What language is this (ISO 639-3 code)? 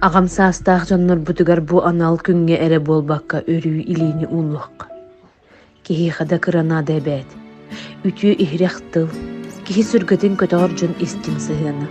sah